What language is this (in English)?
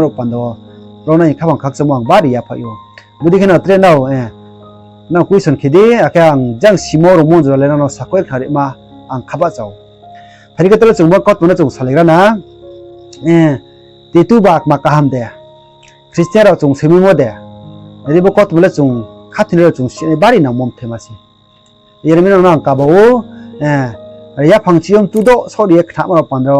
Riang (India)